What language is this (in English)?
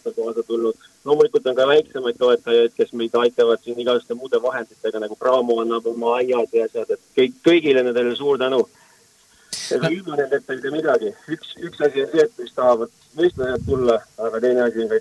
Estonian